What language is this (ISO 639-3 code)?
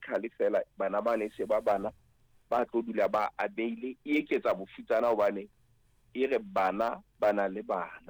sot